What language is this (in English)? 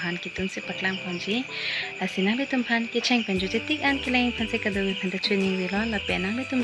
Karbi